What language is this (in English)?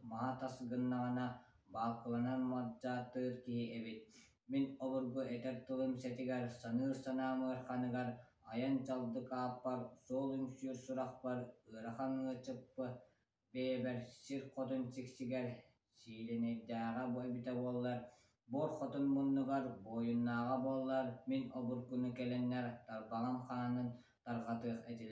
Yakut